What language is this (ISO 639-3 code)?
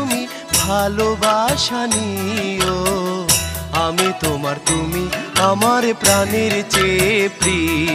ben